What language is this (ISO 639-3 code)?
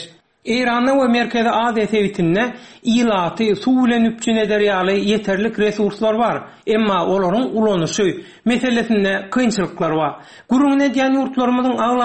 tuk